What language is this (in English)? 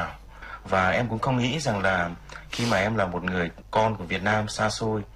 Vietnamese